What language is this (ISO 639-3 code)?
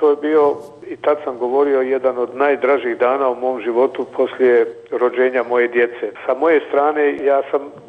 bos